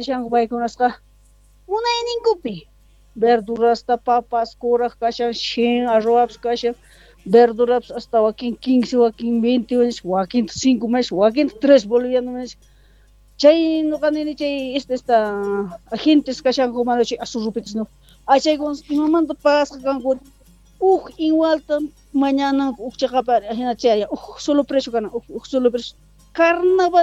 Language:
South Bolivian Quechua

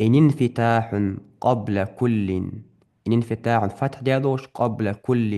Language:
Ingush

